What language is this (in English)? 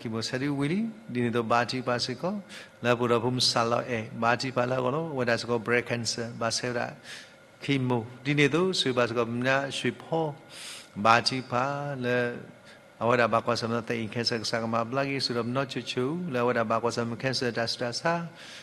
S'gaw Karen